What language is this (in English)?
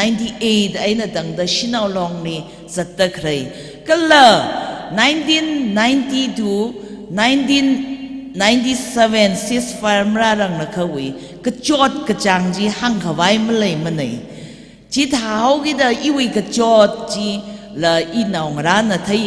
Tangkhul Naga (India)